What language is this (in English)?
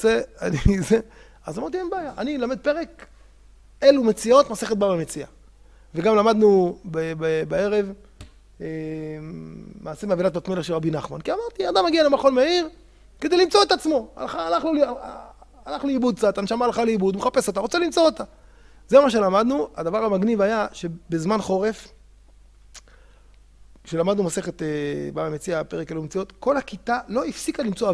Hebrew